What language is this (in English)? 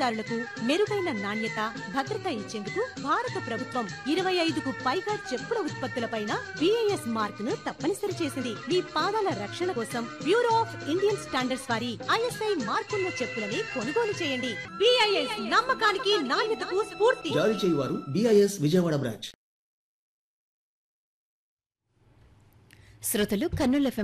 Telugu